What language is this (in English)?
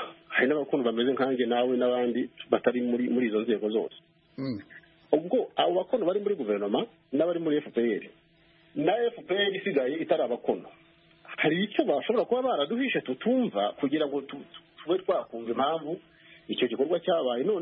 Kinyarwanda